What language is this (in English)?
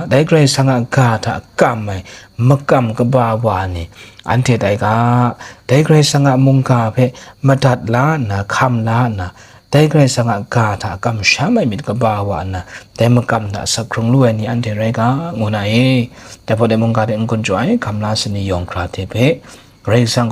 Kachin